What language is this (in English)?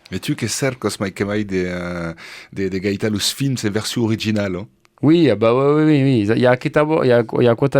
Occitan